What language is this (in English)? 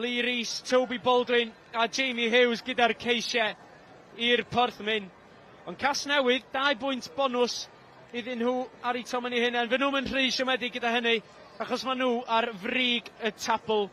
Welsh